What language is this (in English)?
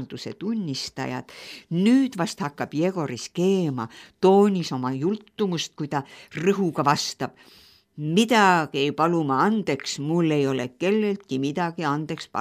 Estonian